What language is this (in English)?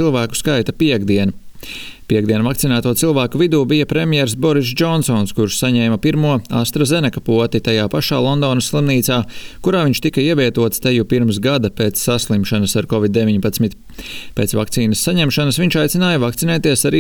Latvian